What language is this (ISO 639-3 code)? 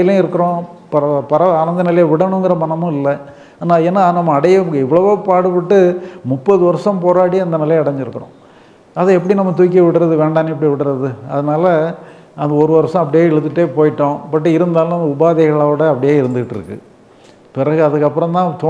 tam